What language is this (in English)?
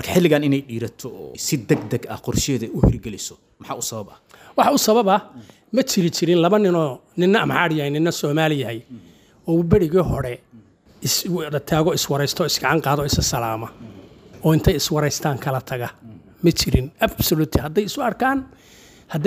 Somali